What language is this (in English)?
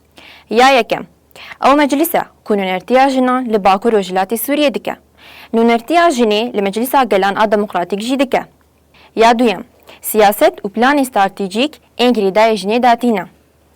Kurdish